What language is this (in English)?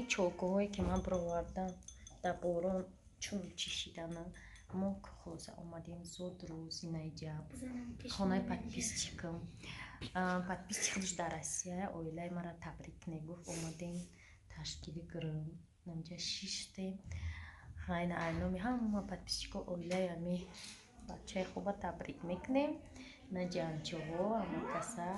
Tajik